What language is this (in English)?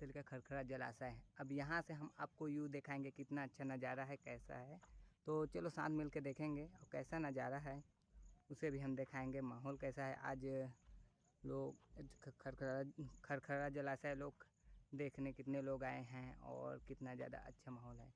Chhattisgarhi